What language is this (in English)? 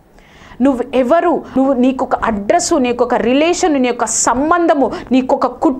Telugu